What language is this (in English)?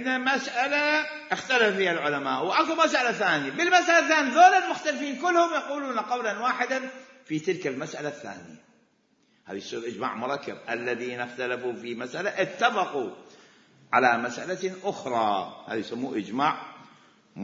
Mesopotamian Arabic